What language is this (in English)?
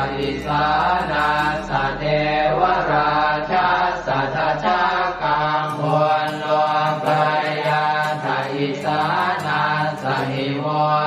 Pali